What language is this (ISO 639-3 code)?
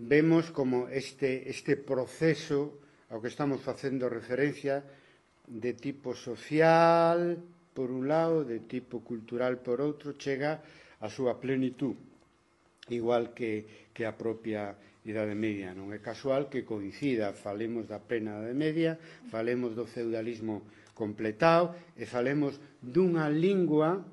glg